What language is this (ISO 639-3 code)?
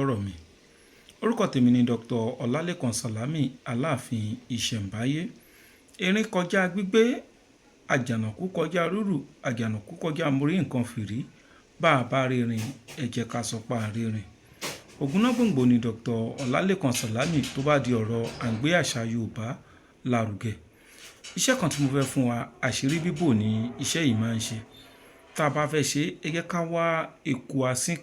yor